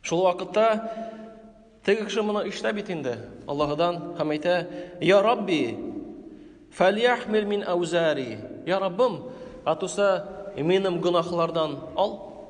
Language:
Tatar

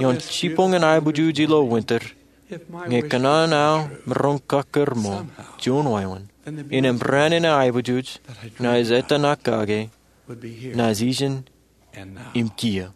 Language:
Marshallese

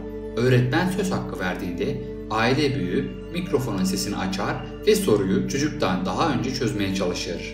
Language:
Turkish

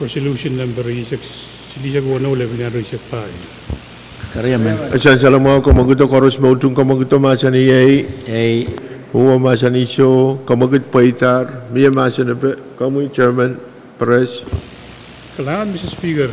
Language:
Pohnpeian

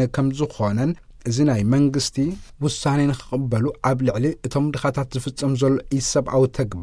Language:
Tigrinya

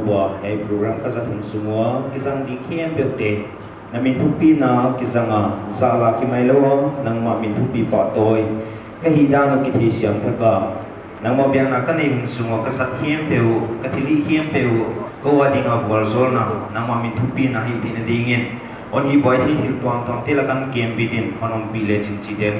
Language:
Paite Chin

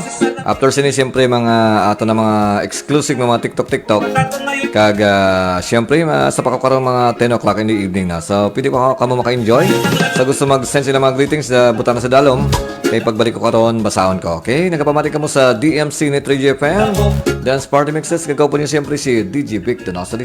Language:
Hiligaynon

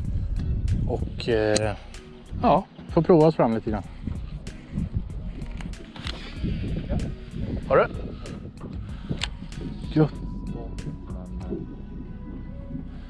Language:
Swedish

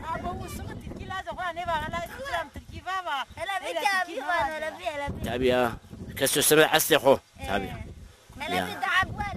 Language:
Zaza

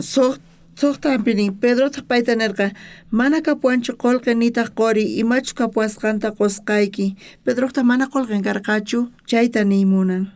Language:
South Bolivian Quechua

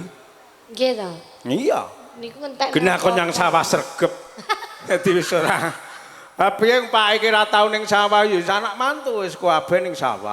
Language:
Javanese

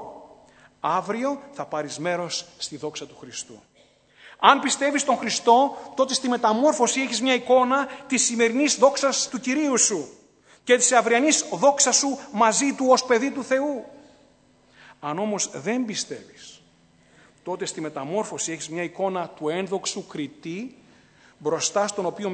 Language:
Greek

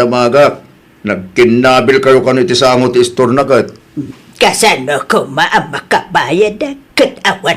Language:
Iloko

